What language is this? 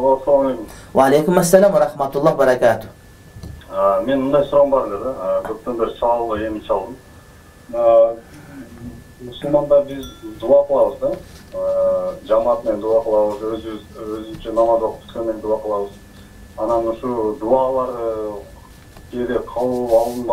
Kyrgyz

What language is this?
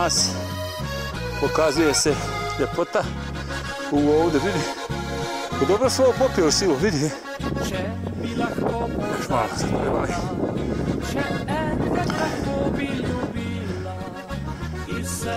Croatian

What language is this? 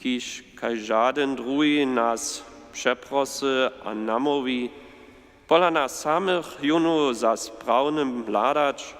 Upper Sorbian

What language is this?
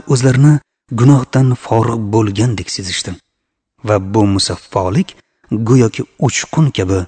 Uzbek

